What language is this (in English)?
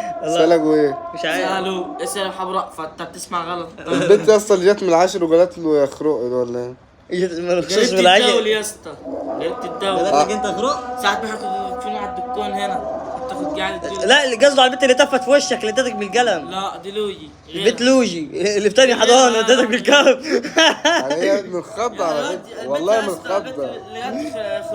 Egyptian Arabic